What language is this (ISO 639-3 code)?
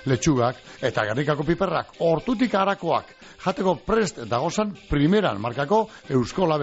eus